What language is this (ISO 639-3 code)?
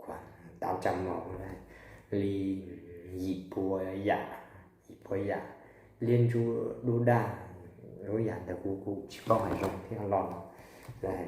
hmn